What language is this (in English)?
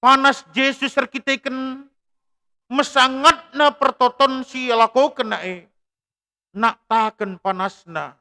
Batak Karo